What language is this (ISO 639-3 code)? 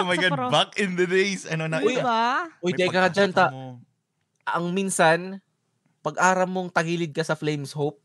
bik